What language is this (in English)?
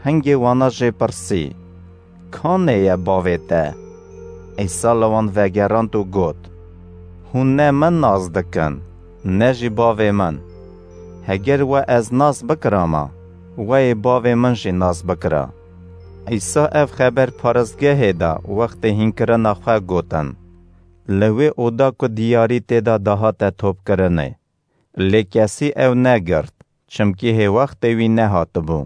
Kurdish